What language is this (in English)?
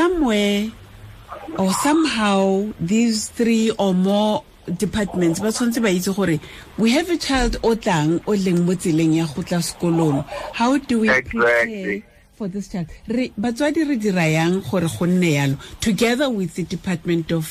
Tswana